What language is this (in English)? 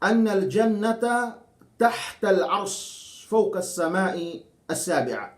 Yakan